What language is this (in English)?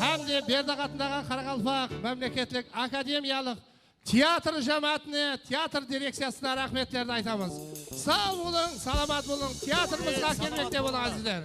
Kara-Kalpak